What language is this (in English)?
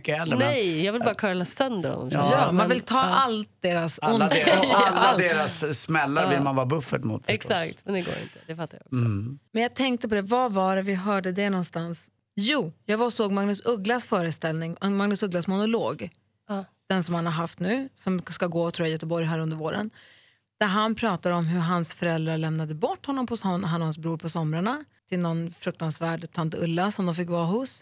Swedish